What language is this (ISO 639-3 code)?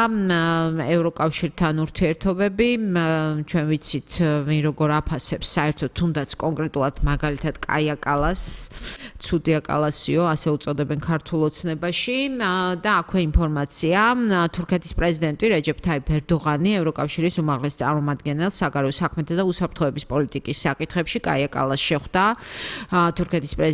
kat